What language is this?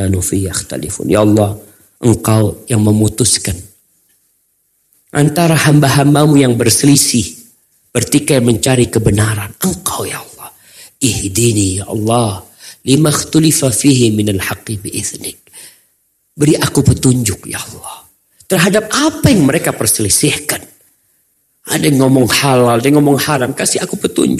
Indonesian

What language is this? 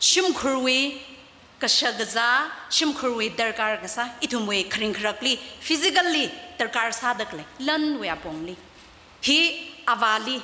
Tangkhul Naga (India)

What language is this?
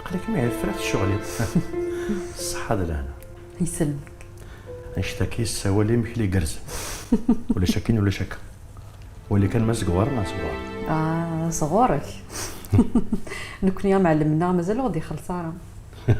Kabyle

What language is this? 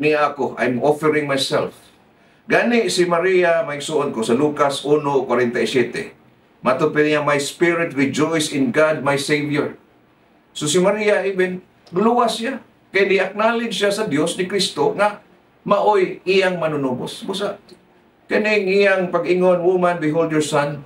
Cebuano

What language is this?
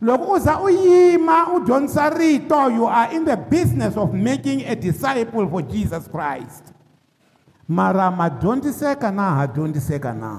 Tsonga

